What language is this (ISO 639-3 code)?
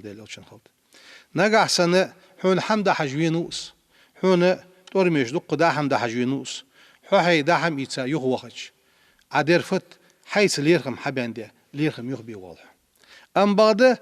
inh